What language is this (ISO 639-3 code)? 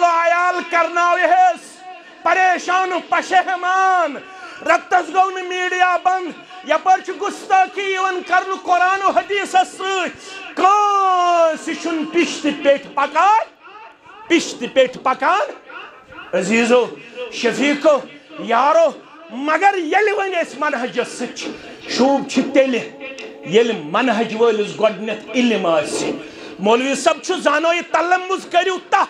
kas